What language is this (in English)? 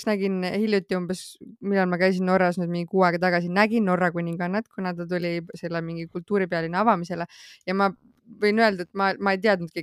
Estonian